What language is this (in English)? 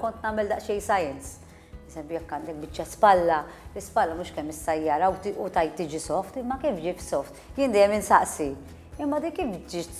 Maltese